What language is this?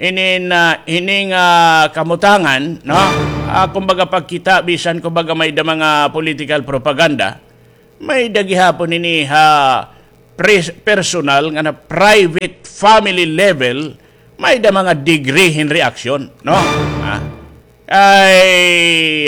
Waray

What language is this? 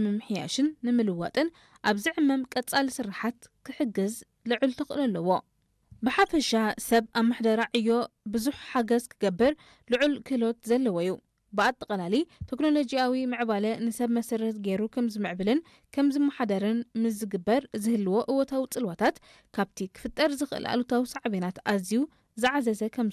Tigrinya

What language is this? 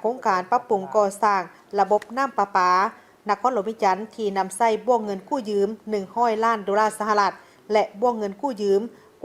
Lao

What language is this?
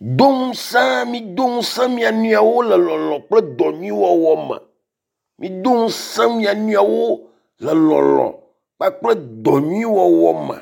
Ewe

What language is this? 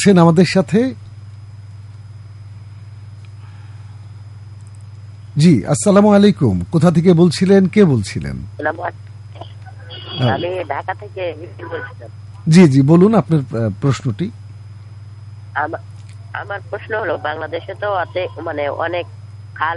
Bangla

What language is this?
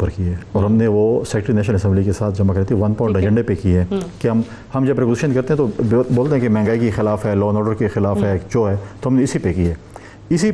Urdu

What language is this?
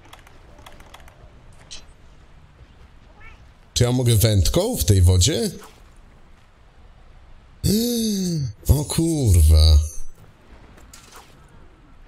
Polish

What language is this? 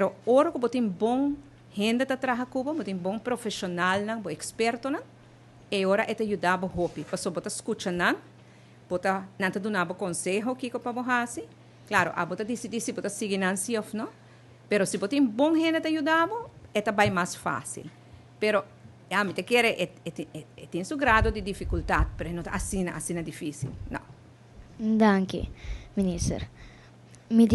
Papiamento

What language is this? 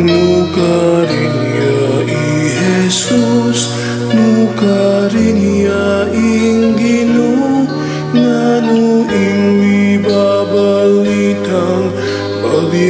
Pampanga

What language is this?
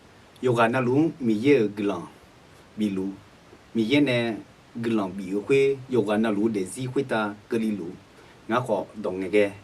Akha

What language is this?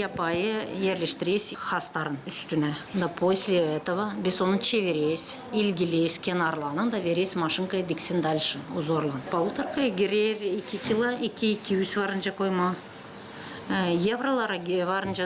Gagauz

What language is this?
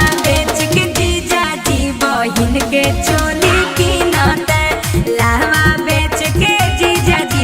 Magahi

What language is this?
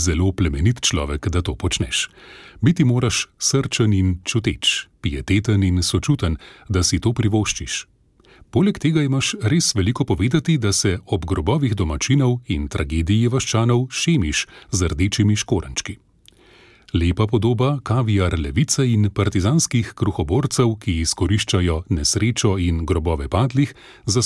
Slovenian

